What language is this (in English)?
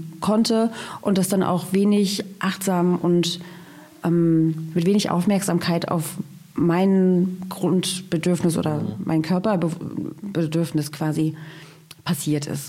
German